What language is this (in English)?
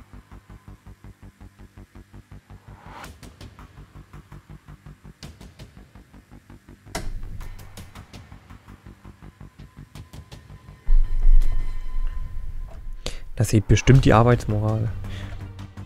German